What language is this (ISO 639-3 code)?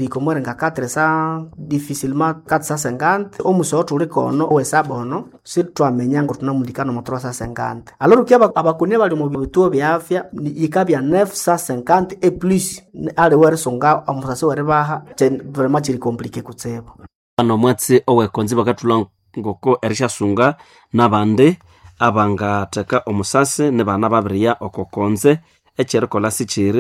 nnb